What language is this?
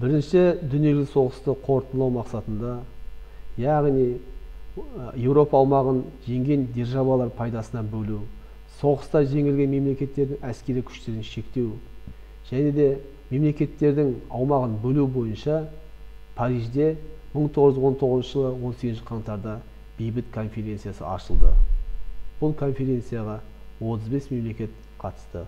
Kazakh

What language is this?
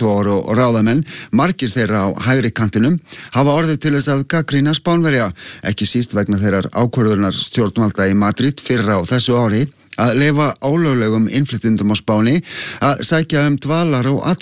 Icelandic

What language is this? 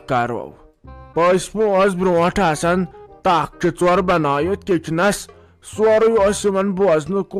Kashmiri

